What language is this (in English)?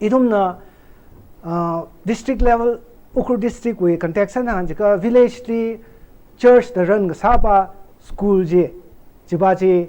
Tangkhul Naga (India)